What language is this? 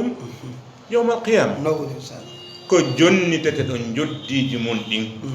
Fula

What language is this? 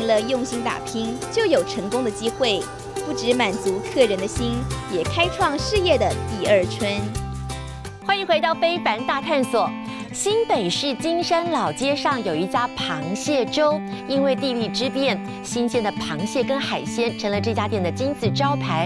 Chinese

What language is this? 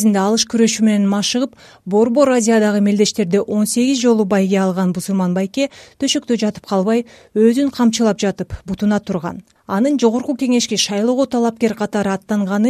Kyrgyz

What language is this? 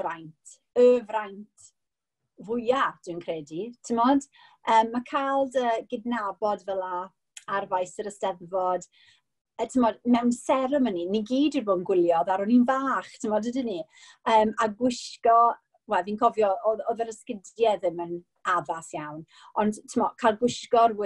Welsh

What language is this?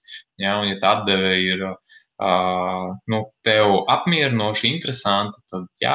Latvian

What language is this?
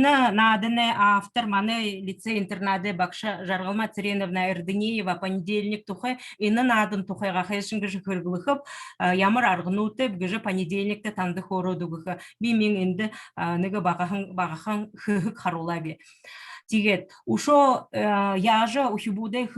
Buriat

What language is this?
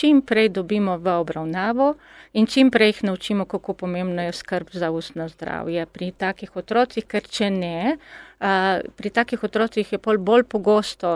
Slovenian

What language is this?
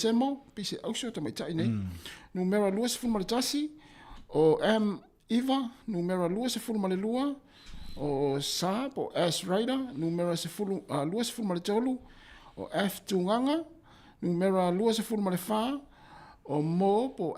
Samoan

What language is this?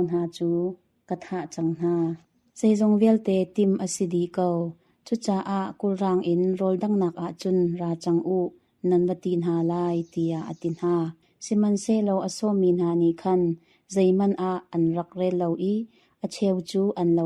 Hakha Chin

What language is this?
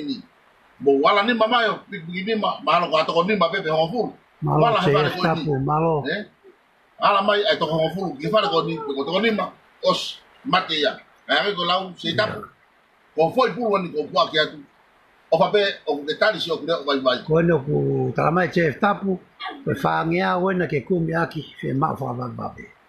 Tongan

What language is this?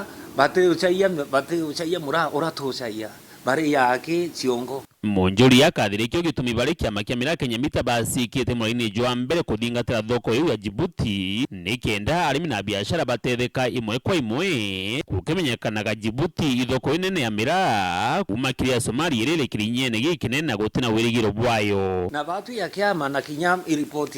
Meru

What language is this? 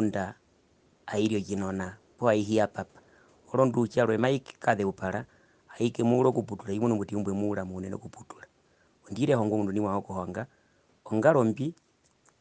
Herero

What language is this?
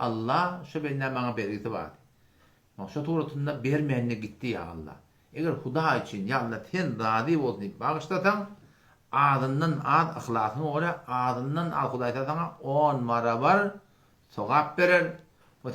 Turkmen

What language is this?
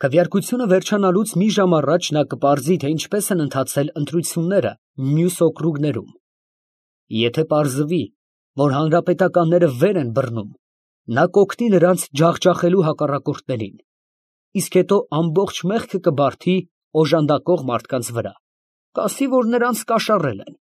Armenian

